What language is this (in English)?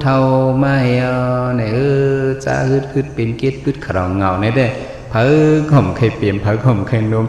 Shan